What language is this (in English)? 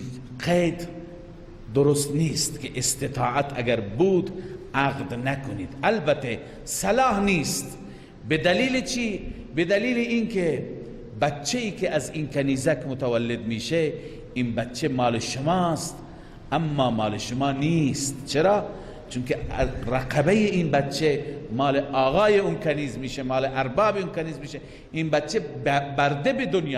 Persian